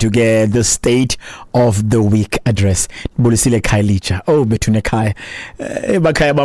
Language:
Xhosa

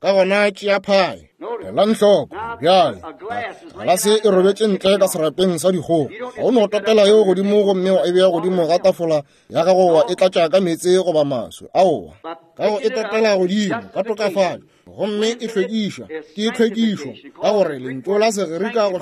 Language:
Northern Sotho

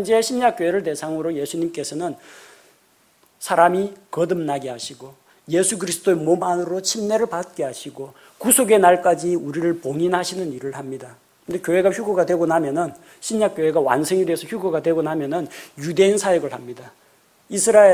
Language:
Korean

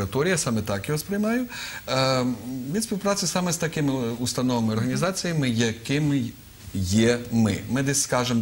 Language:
Ukrainian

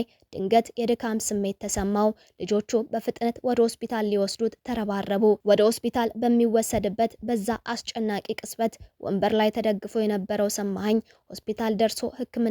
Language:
Amharic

